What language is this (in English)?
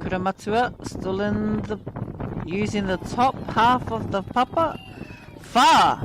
Māori